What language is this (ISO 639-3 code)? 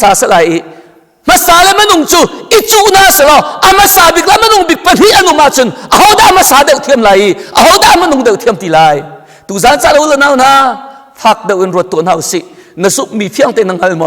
cnh